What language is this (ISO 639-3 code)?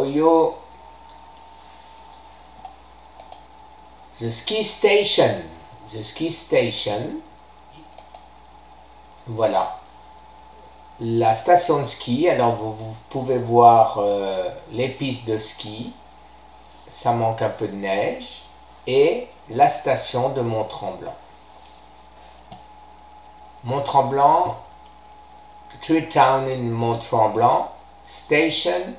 fra